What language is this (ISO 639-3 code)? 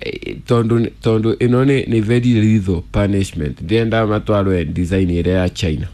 kik